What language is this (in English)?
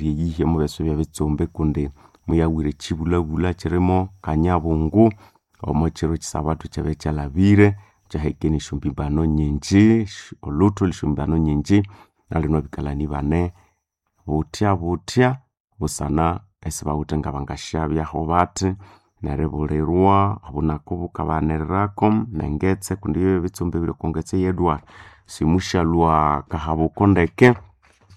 Nande